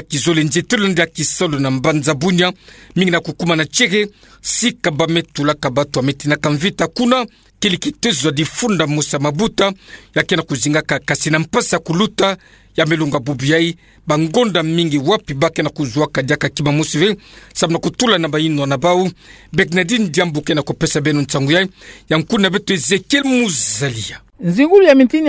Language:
Kituba (Democratic Republic of Congo)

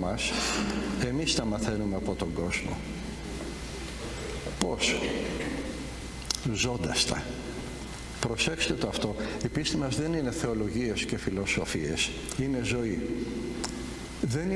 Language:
Greek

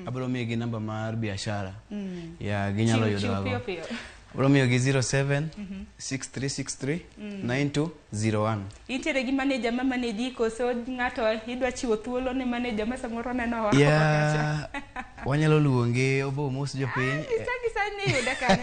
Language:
Luo (Kenya and Tanzania)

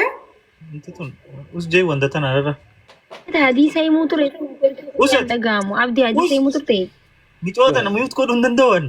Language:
Oromo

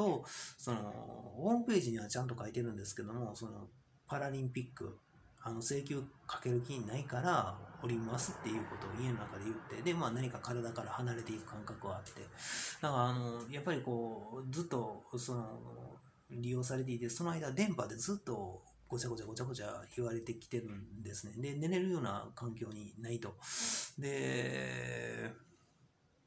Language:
Japanese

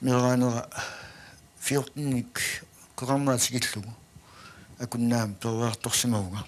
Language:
Kalaallisut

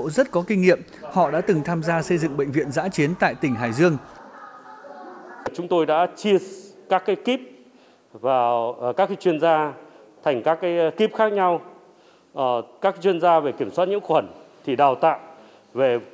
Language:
Vietnamese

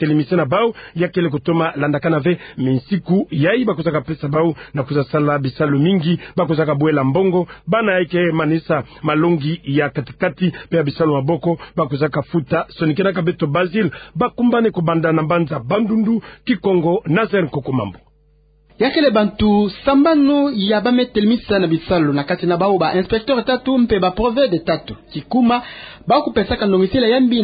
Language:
Kituba (Democratic Republic of Congo)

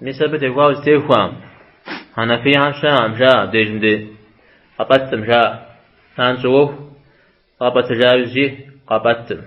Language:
Kabardian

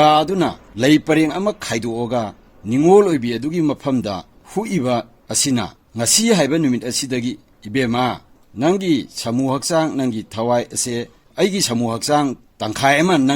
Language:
Manipuri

